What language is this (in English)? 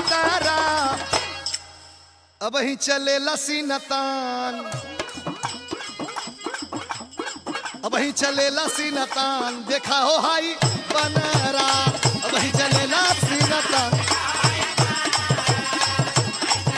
Bhojpuri